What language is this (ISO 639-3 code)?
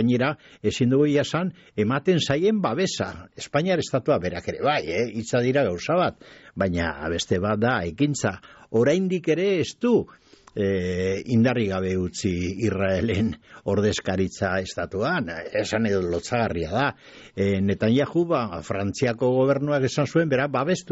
eus